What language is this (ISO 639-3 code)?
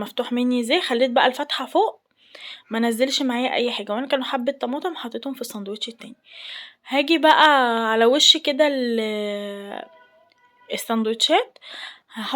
arz